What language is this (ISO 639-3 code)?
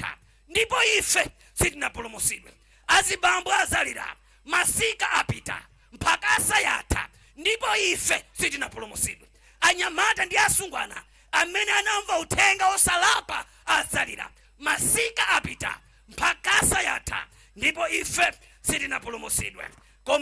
nya